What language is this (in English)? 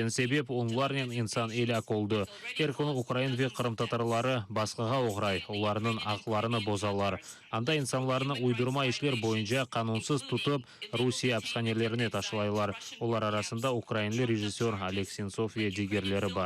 Crimean Tatar